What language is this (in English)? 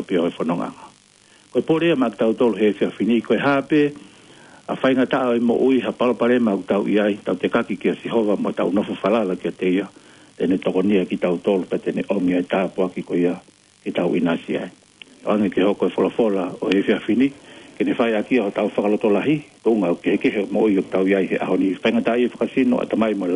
Tongan